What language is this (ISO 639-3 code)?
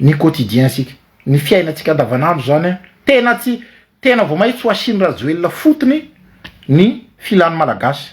mlg